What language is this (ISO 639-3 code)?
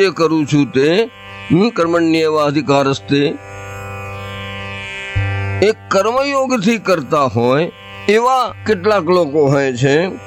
guj